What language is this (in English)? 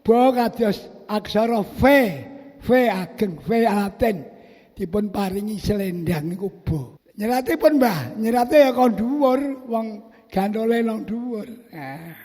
Javanese